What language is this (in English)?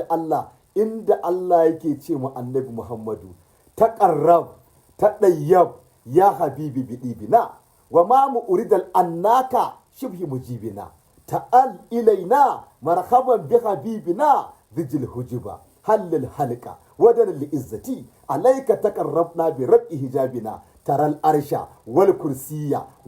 Hausa